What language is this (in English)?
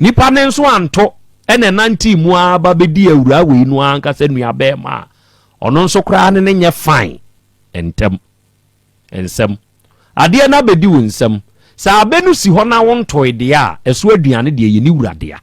Akan